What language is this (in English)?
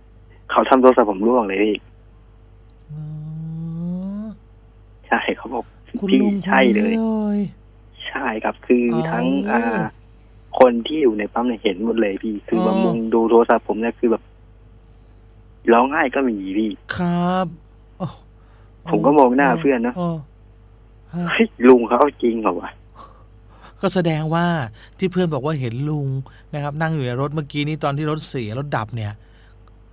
Thai